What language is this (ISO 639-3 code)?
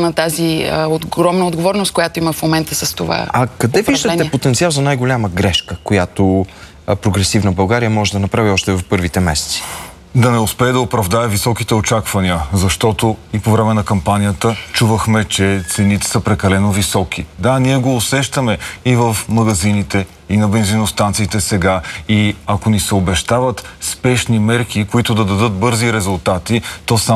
bul